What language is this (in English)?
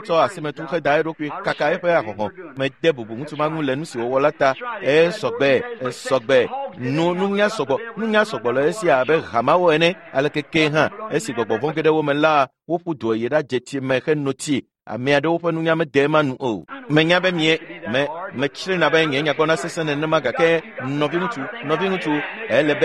Ewe